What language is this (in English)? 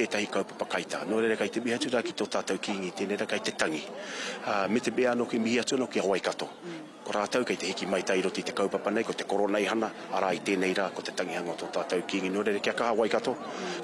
Māori